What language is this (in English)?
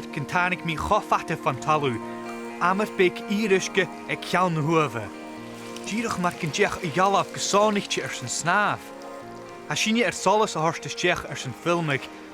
Scottish Gaelic